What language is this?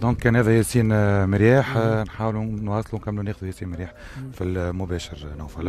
Tunisian Arabic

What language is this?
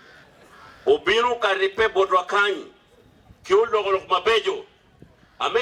Acoli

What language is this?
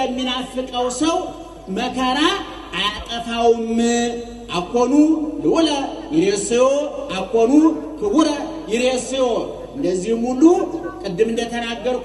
Amharic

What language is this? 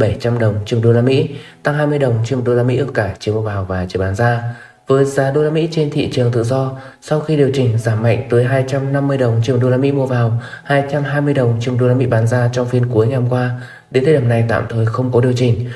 Vietnamese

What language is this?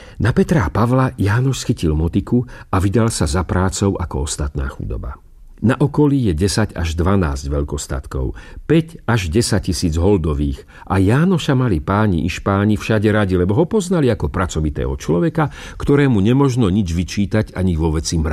Slovak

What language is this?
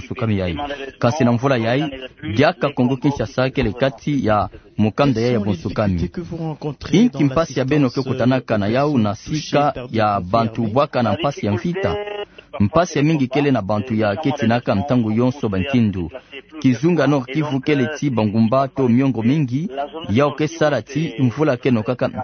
Kituba (Democratic Republic of Congo)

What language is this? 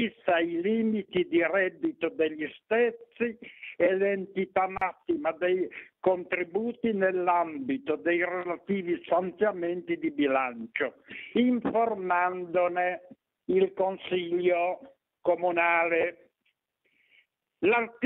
Italian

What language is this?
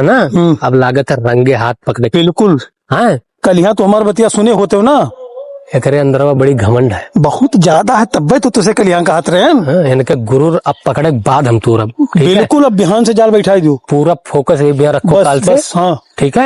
Awadhi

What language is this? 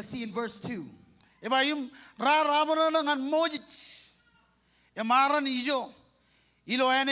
Marshallese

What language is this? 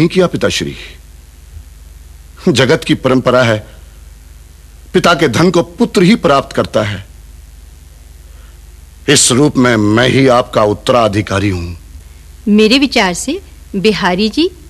Hindi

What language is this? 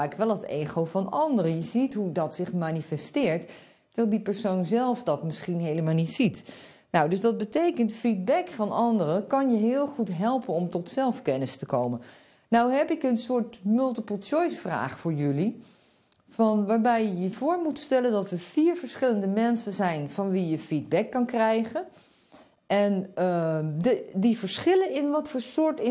Dutch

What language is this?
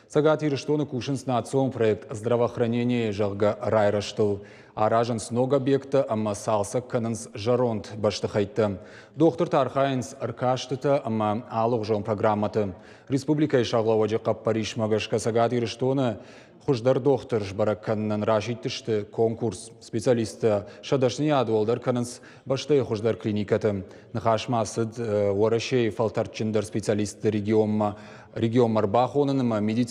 Ossetic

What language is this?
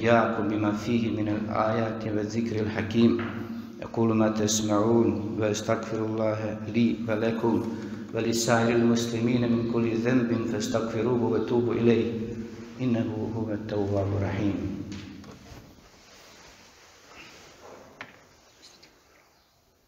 Bosnian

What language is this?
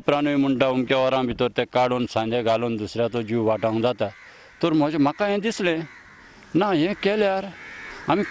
Konkani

